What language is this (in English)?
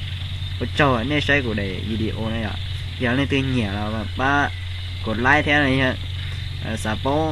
Hmong